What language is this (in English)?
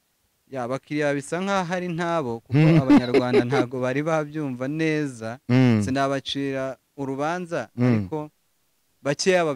Kinyarwanda